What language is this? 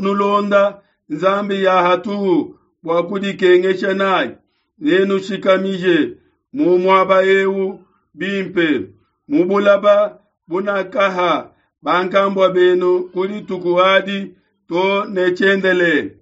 Luba-Lulua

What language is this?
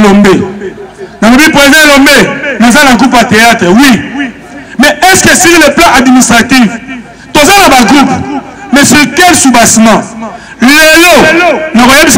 Lingala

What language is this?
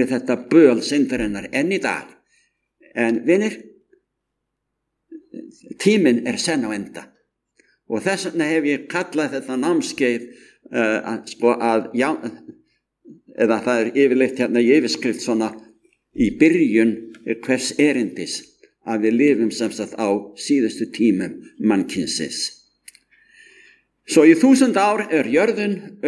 Icelandic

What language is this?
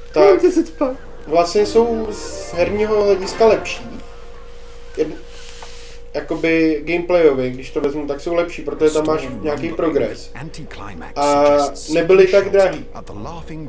Czech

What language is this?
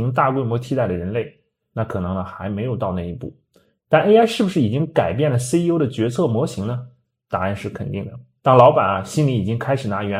Chinese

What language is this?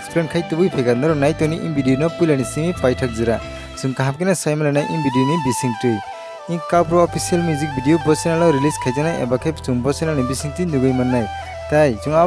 Kok Borok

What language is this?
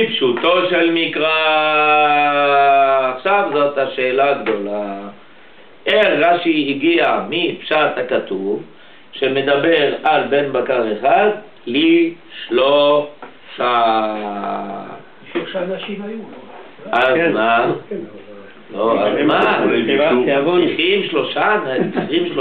Hebrew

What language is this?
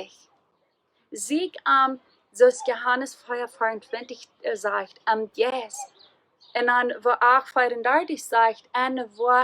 Plautdietsch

